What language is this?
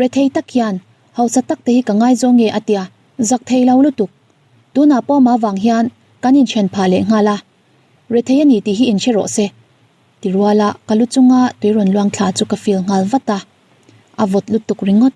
Mizo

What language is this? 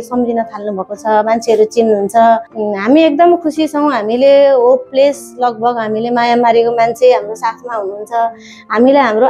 Nepali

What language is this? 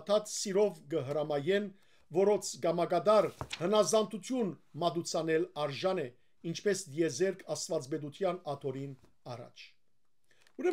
Western Armenian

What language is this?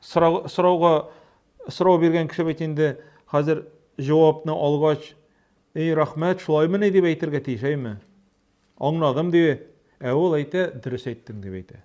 Tatar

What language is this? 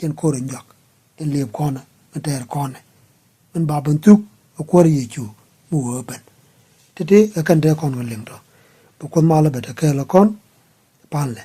Nuer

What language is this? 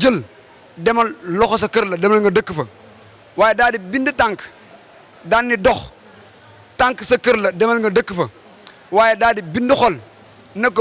Wolof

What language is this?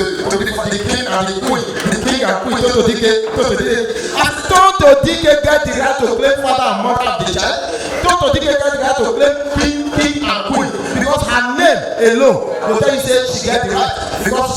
Nigerian Pidgin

